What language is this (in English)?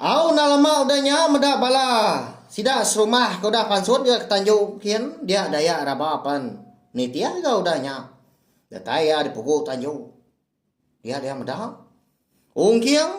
Iban